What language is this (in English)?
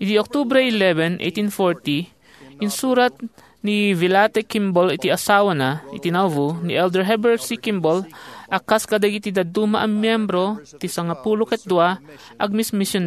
Iloko